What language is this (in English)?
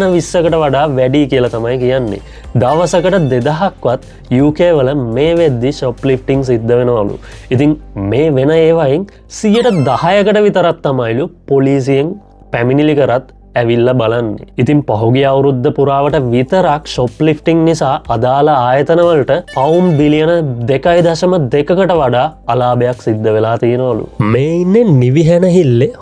Sinhala